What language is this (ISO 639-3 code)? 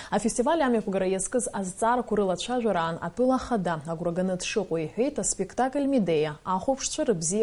abk